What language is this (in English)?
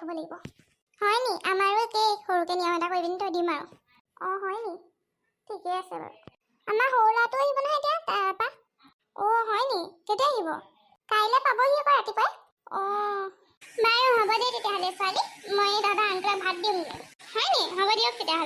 Assamese